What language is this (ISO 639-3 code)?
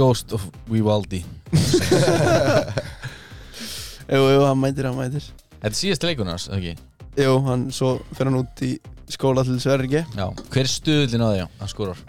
isl